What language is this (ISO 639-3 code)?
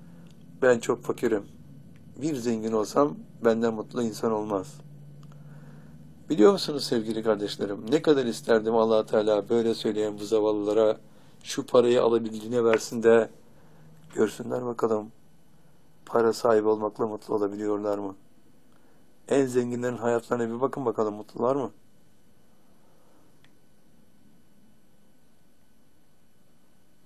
tur